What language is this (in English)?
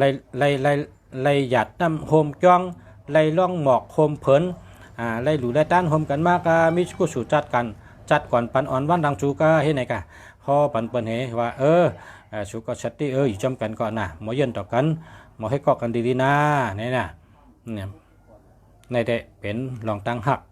Shan